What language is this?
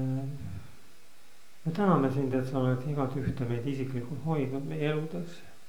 Estonian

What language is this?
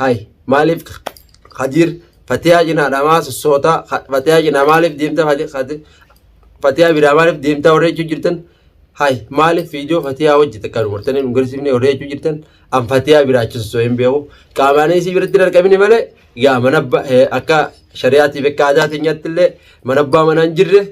Oromo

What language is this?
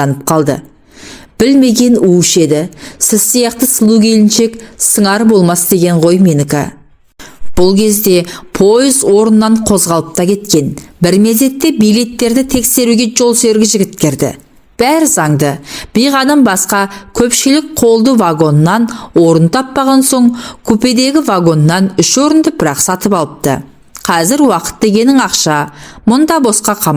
Kazakh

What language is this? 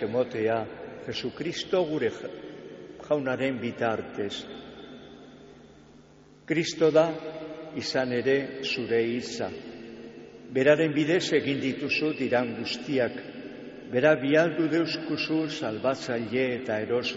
Basque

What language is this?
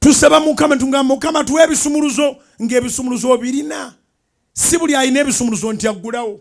Ganda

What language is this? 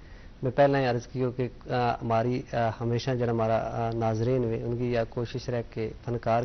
Gujari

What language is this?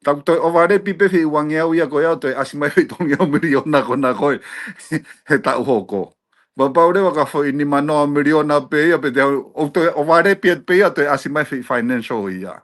Tongan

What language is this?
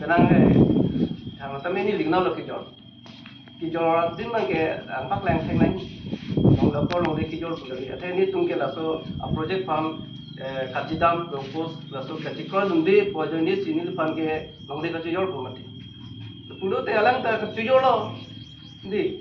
Karbi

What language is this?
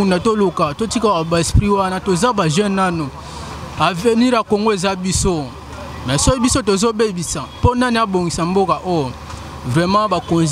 Lingala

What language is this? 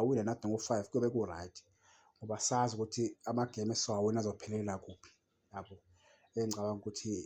Zulu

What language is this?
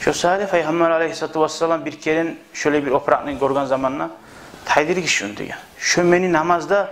Kumyk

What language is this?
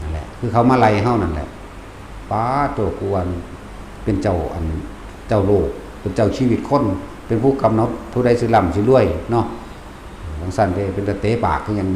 Northeastern Thai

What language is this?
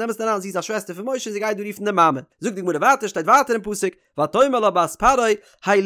Yiddish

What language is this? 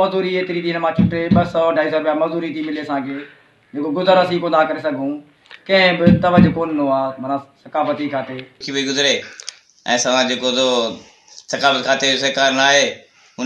Sindhi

